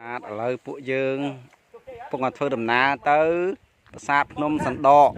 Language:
Khmer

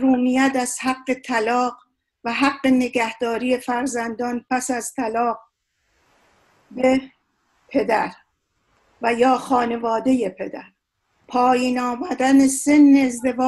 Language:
Persian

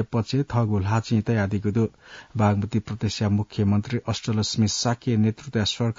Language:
Newari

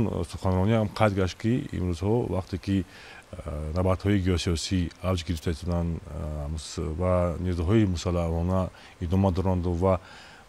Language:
Tajik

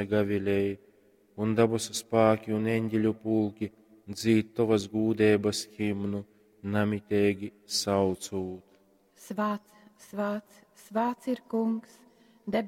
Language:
Latgalian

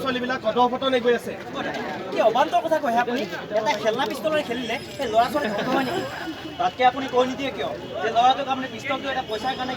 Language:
Assamese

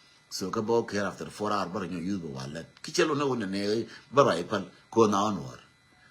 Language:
Nuer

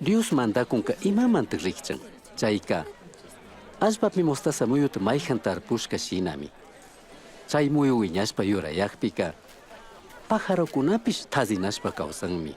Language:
Chimborazo Highland Quichua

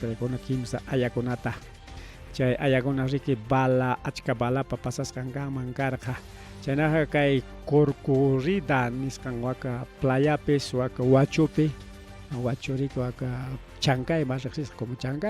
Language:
Ayacucho Quechua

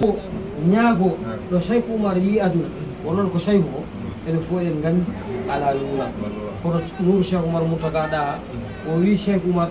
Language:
Fula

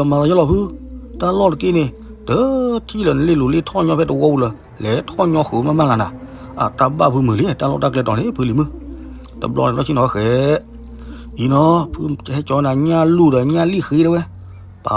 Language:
S'gaw Karen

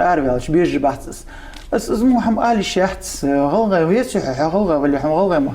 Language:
Ingush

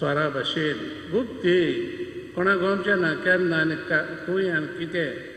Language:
Konkani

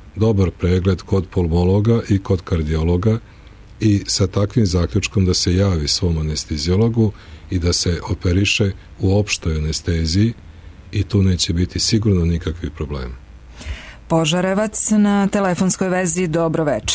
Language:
Serbian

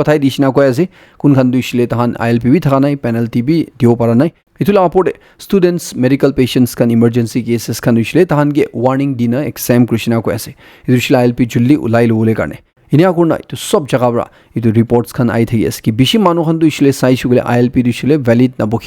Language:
Naga Pidgin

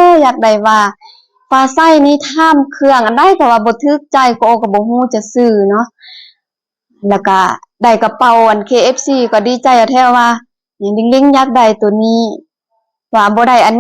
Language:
Lao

